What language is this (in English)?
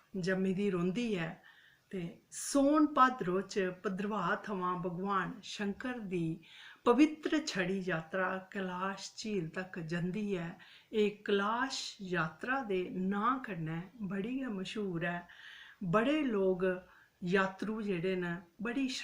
Dogri